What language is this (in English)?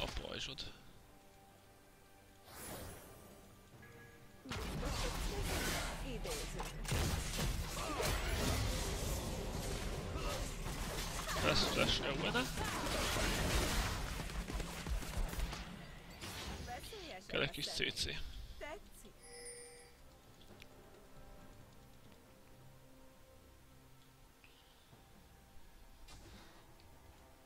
Hungarian